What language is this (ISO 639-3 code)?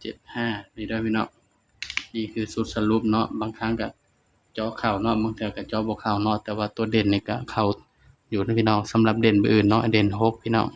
tts